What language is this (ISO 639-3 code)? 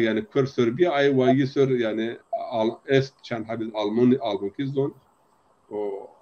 zza